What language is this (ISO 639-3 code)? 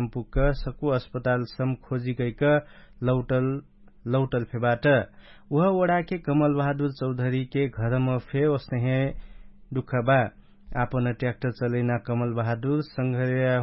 thl